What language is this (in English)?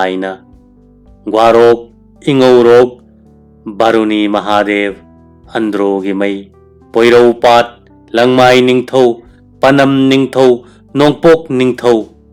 Manipuri